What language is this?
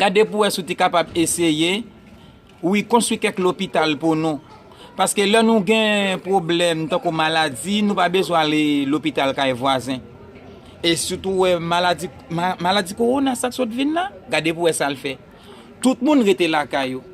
Haitian Creole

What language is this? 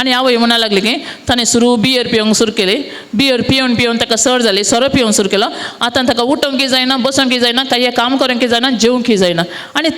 Konkani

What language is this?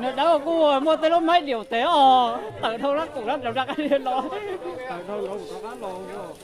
Hmong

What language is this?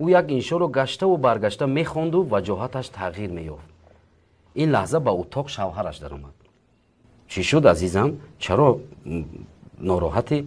Tajik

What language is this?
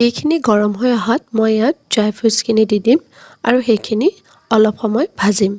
Assamese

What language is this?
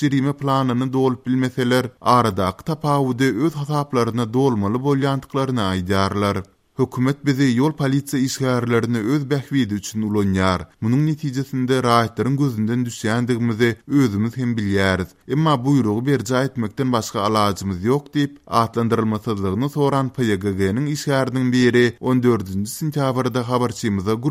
Turkmen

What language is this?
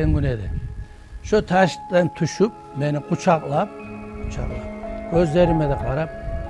Kumyk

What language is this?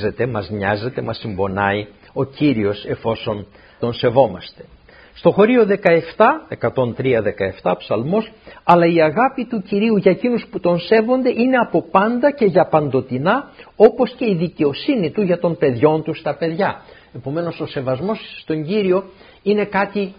Greek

